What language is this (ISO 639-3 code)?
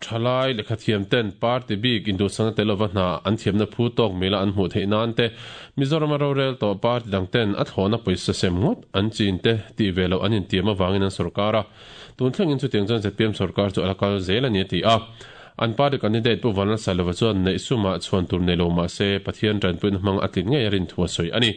lus